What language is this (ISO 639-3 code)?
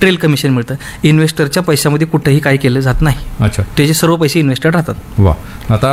mar